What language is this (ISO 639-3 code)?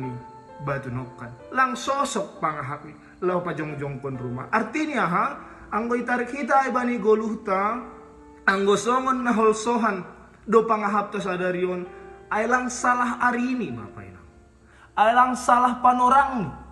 bts